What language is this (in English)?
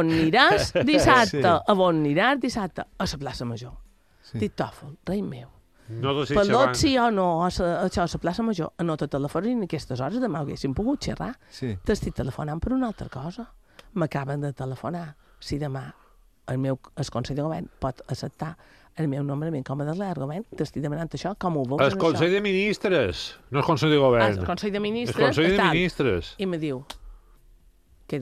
Catalan